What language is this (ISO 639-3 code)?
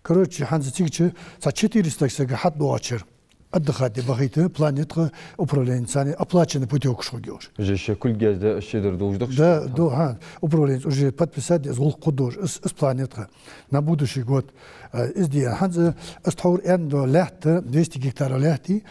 inh